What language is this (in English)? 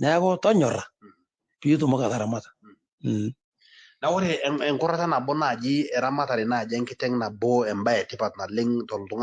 Masai